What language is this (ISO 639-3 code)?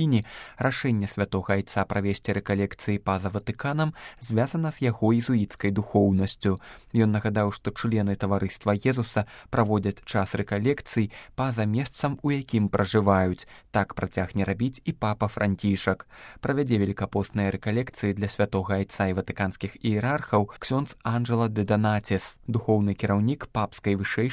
bel